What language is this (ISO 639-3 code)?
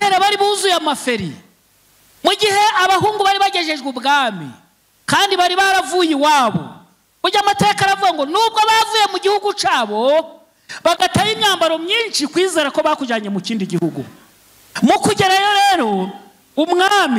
kin